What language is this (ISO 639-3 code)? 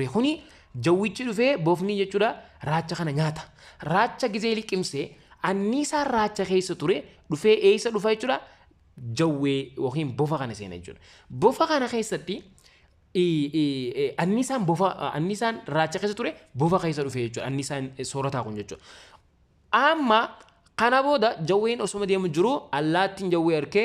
orm